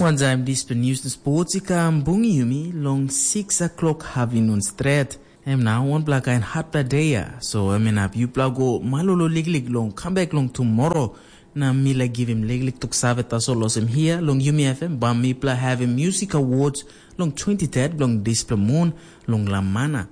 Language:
Tok Pisin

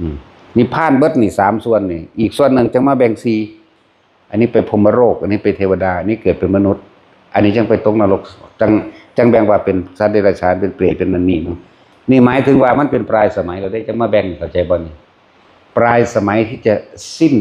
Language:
Northeastern Thai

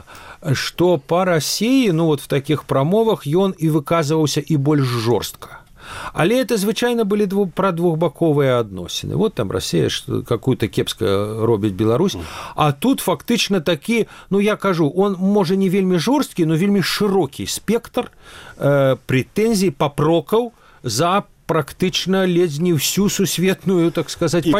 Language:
Belarusian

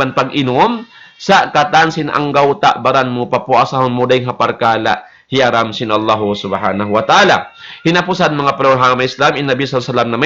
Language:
Tausug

